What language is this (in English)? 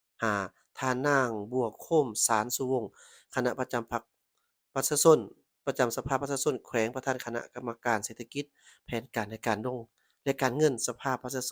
Lao